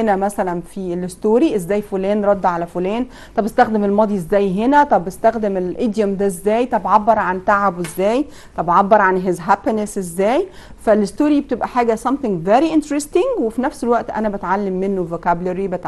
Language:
Egyptian Arabic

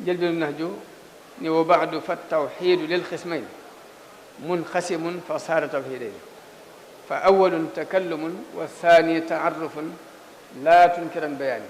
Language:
Wolof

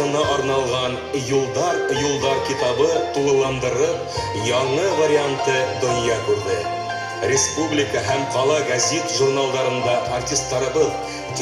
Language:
Bashkir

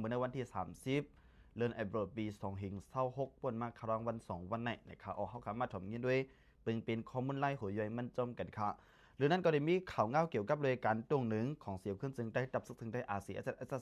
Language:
Shan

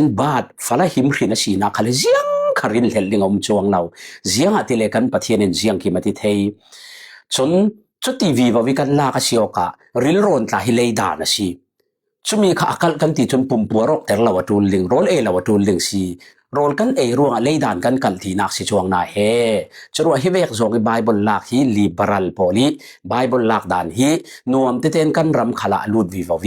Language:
Falam Chin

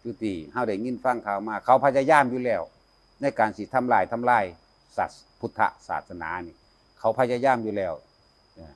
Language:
Northeastern Thai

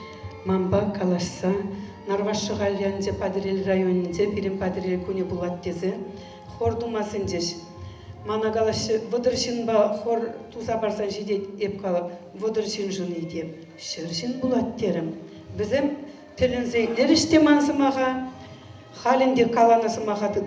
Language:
Chuvash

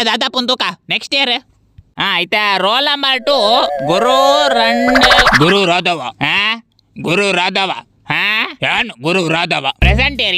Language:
Tulu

